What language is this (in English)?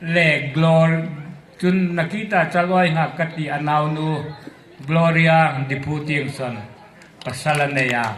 Hmar